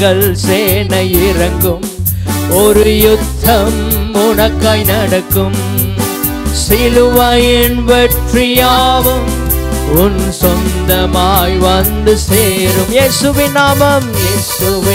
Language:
Tamil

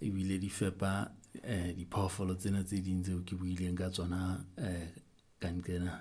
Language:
Southern Sotho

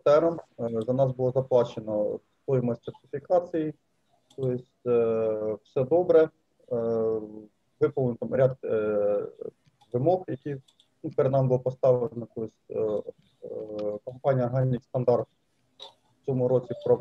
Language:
Ukrainian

